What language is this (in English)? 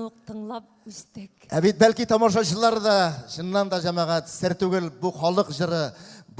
Tatar